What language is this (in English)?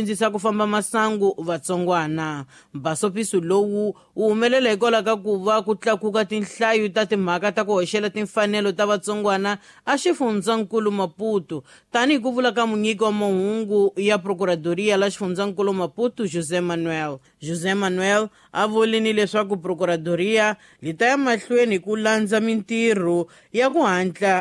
Tsonga